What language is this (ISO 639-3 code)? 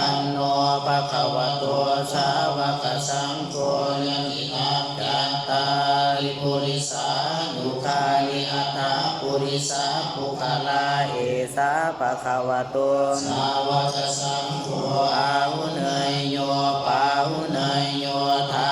pli